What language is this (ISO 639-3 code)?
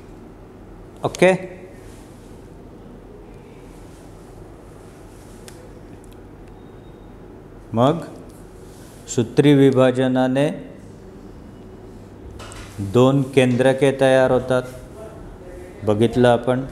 mar